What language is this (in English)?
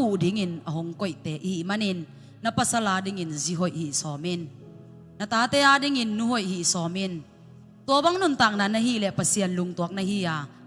Tedim Chin